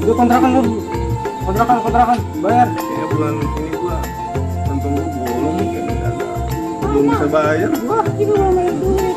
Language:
Betawi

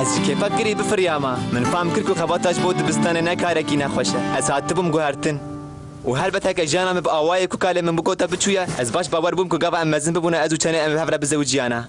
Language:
Kurdish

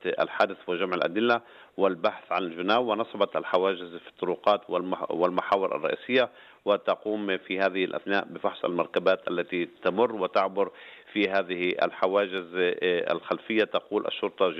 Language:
Arabic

